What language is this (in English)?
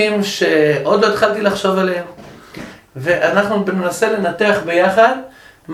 Hebrew